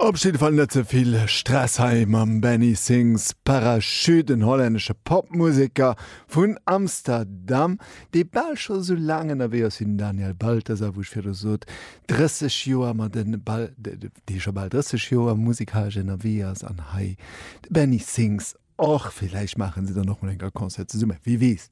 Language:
Luxembourgish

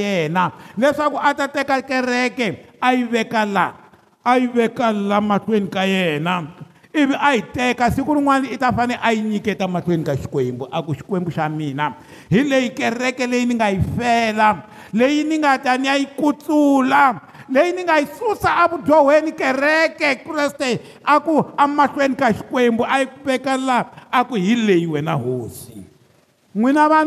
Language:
Tsonga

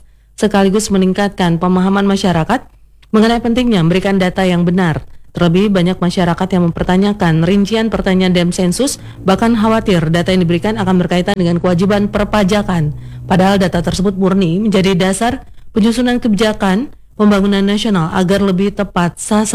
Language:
Indonesian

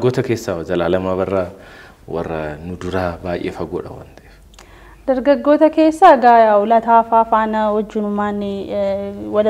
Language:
Oromo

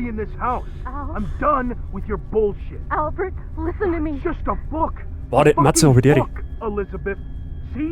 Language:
Bavarian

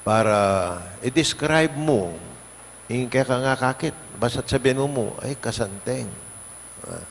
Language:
Pampanga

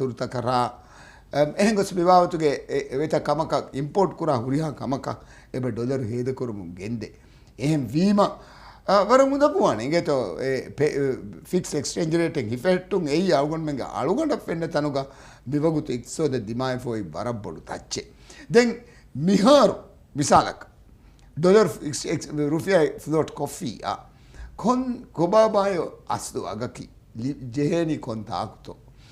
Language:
Divehi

